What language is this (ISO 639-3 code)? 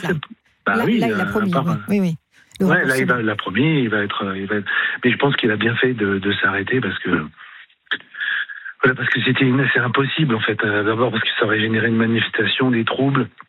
fra